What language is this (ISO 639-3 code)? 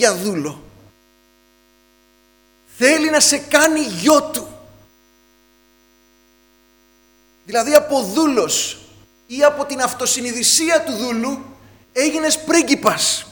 ell